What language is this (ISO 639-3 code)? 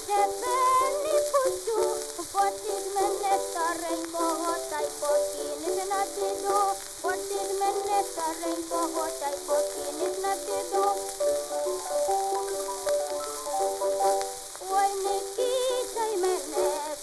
ukr